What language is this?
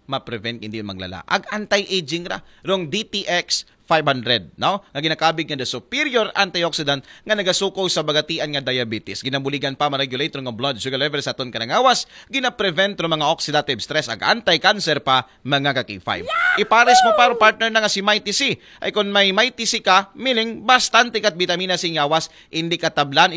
Aklanon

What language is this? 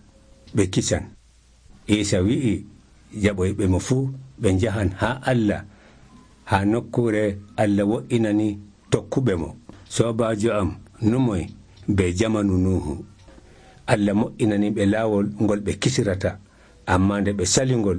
Nigerian Fulfulde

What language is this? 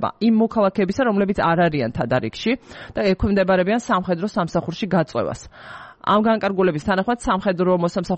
Georgian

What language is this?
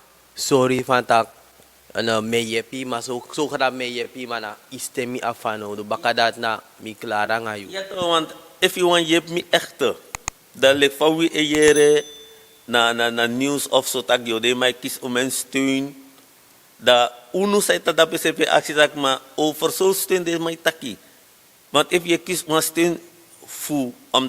Sranan Tongo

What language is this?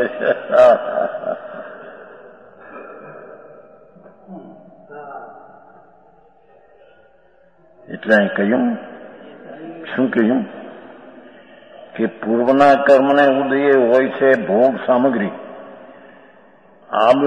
Gujarati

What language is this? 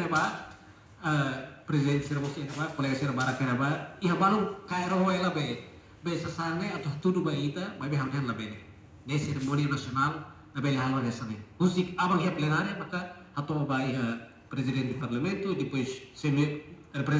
Tetum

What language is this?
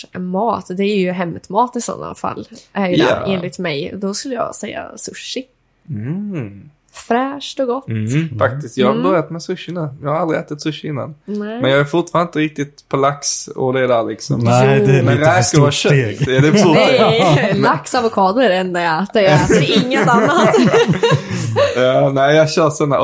Swedish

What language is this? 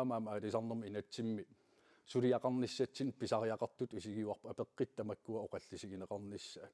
Kalaallisut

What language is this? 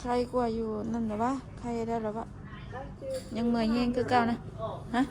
Northeastern Thai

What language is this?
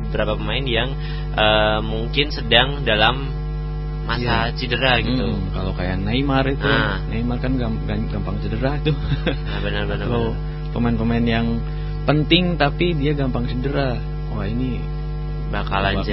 Indonesian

